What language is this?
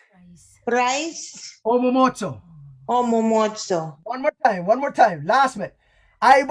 Pohnpeian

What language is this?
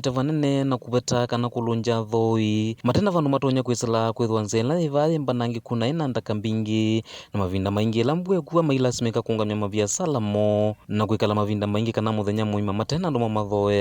Kamba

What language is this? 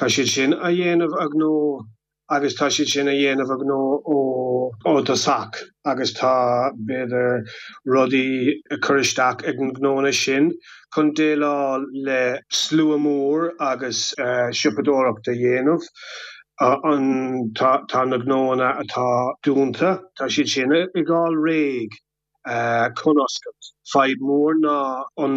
Irish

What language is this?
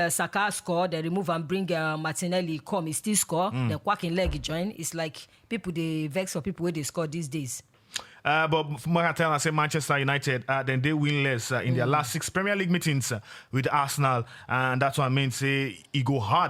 Nigerian Pidgin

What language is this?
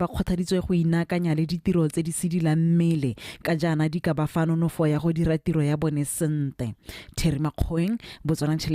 Tswana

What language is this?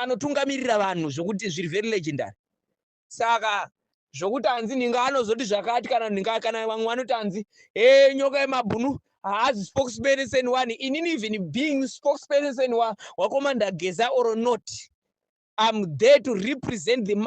Shona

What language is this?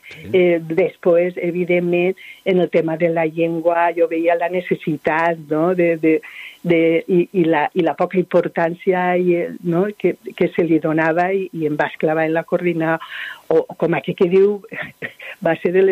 Catalan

